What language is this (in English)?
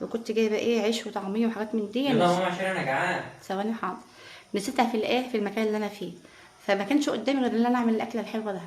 Egyptian Arabic